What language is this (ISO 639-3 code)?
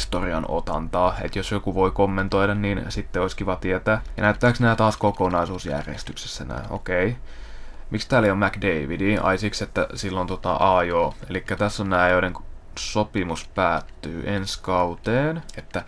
fin